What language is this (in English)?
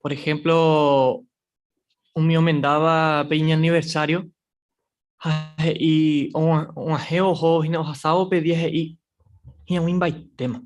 Guarani